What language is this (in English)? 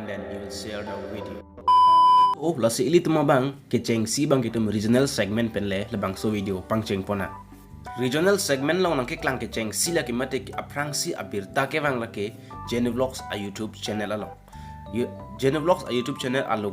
Karbi